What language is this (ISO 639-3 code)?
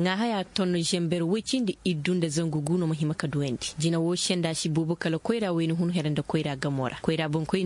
ses